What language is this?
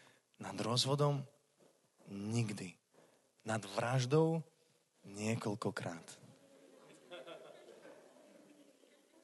Slovak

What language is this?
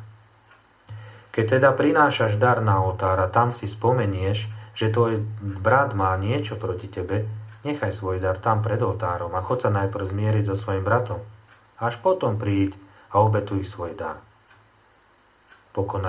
Slovak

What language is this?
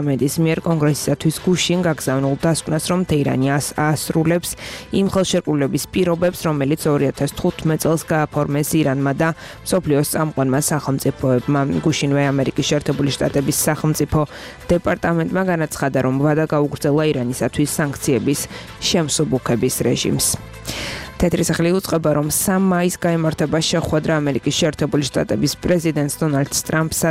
Georgian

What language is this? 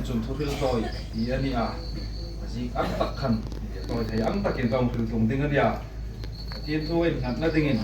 Hmar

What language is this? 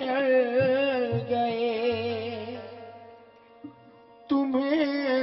Hindi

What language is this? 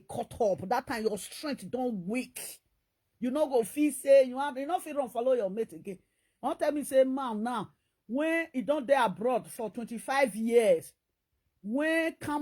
Nigerian Pidgin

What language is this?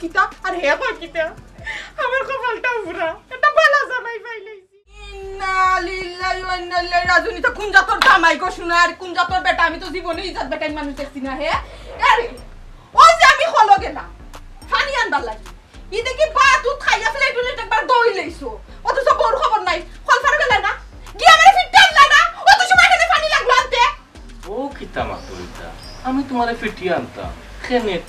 Sylheti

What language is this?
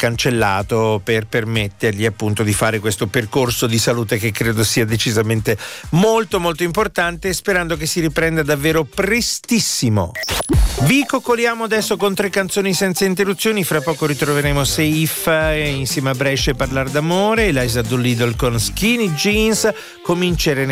Italian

